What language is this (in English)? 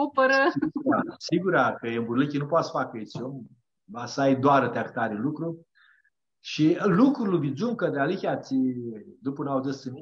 Aromanian